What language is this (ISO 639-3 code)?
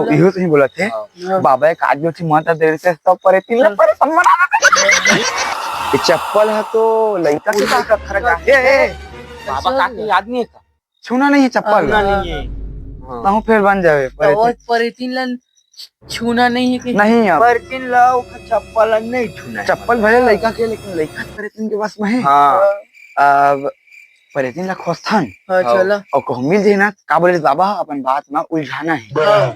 hne